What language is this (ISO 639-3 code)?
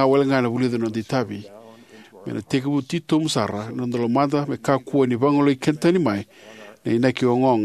fij